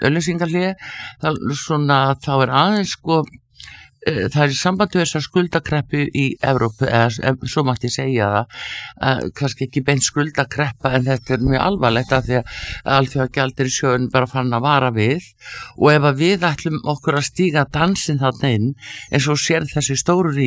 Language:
Icelandic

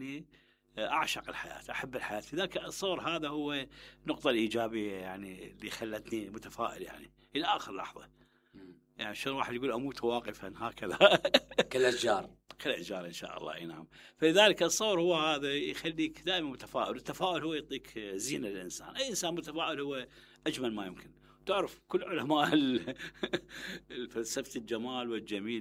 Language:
Mesopotamian Arabic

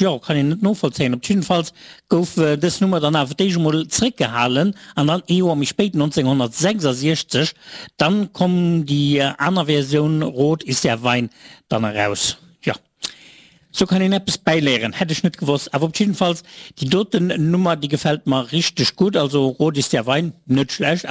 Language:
Luxembourgish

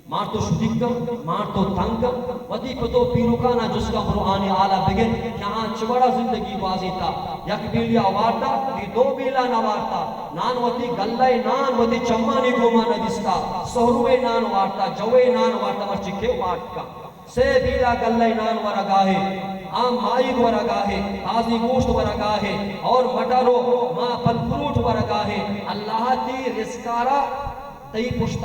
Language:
Baluchi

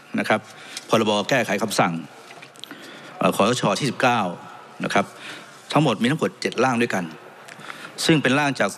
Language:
Thai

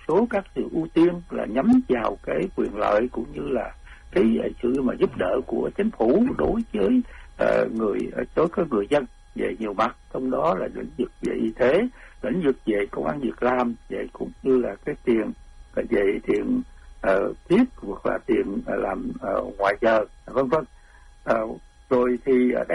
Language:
Vietnamese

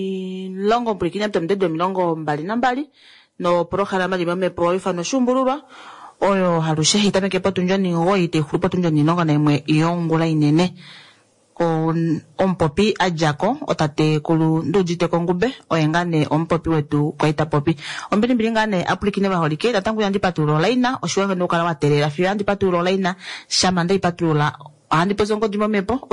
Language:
Kuanyama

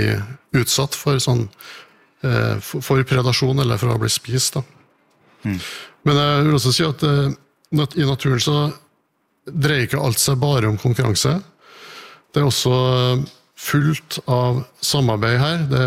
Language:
Norwegian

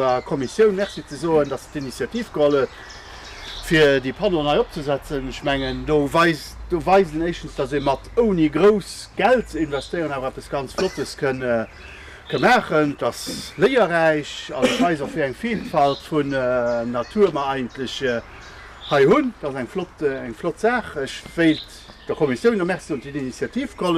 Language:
Luxembourgish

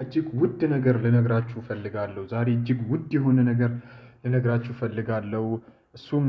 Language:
Amharic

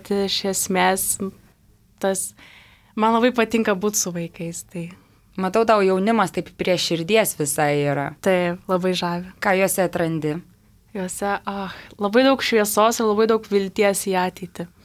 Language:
Lithuanian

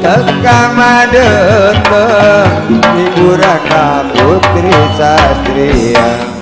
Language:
Madurese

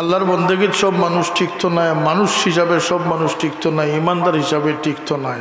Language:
Sylheti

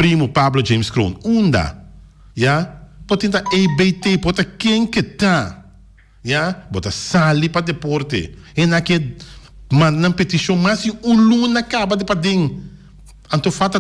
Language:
Papiamento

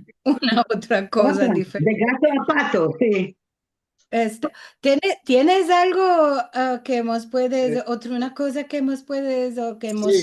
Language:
Ladino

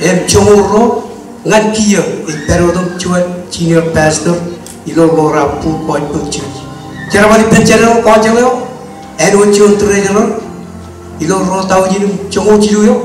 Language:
Marshallese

